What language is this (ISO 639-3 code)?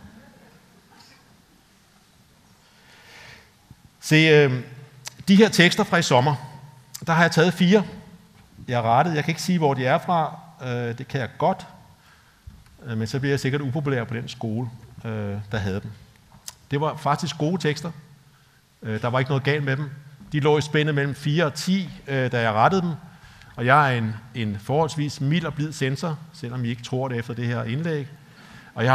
dan